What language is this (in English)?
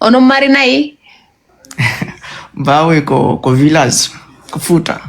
Fula